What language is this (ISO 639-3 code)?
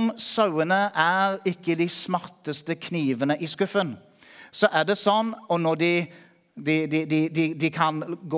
nor